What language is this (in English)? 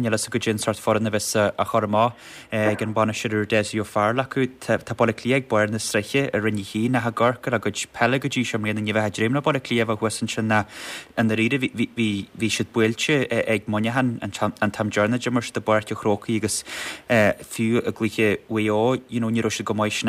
Irish